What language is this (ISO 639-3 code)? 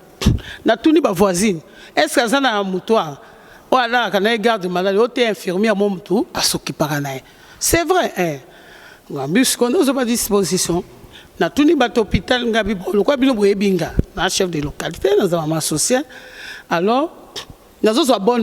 lin